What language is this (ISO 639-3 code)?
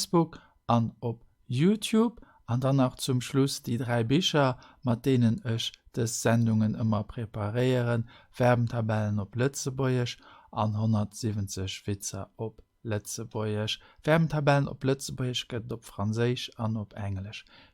ltz